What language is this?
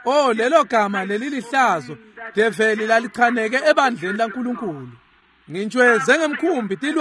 Swati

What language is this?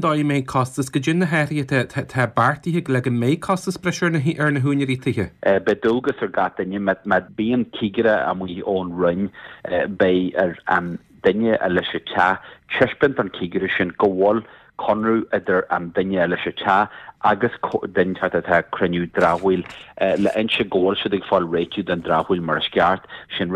Irish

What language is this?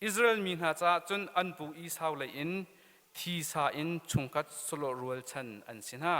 Hakha Chin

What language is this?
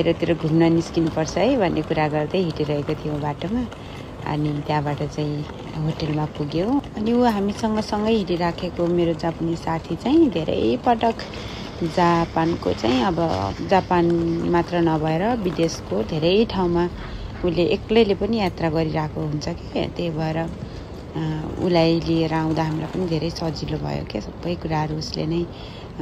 Nepali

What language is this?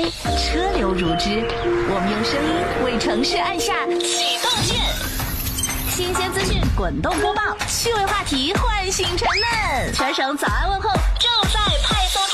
Chinese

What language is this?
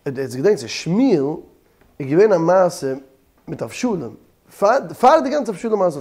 Yiddish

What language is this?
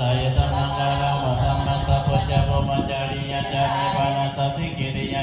Pali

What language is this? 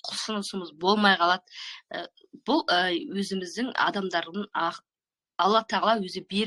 Kazakh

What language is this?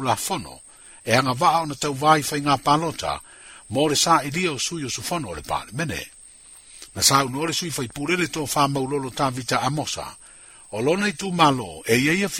Samoan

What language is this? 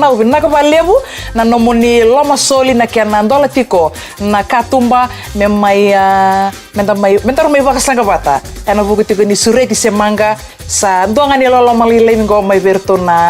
Fijian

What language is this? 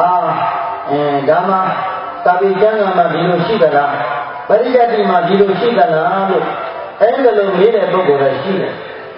Burmese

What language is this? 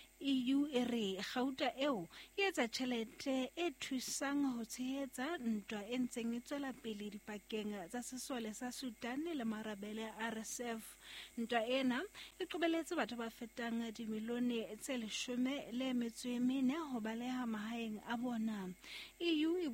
Southern Sotho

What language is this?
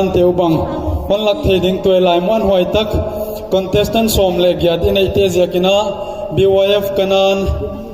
Paite Chin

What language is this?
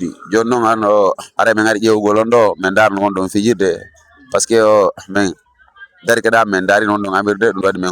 Fula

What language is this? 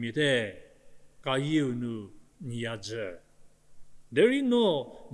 Angami Naga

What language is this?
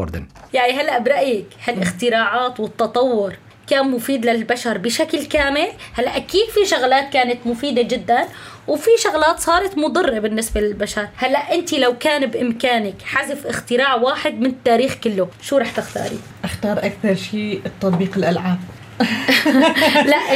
North Levantine Arabic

